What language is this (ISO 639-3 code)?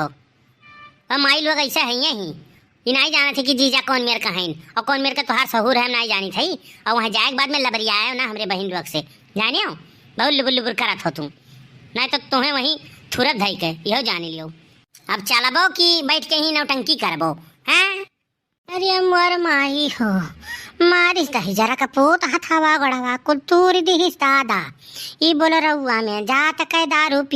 awa